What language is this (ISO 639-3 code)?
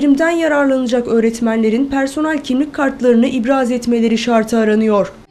tur